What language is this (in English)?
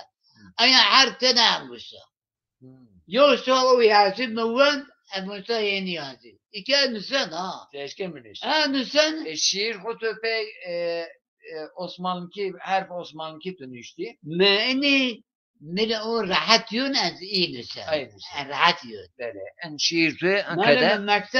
Zaza